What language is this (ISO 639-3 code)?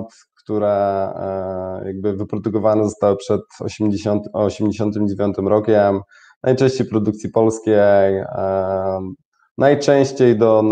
pol